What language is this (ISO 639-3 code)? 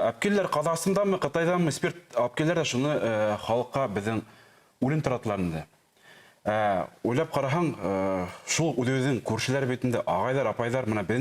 bak